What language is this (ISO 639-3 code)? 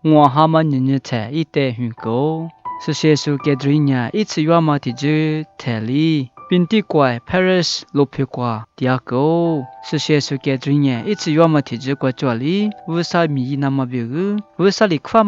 lis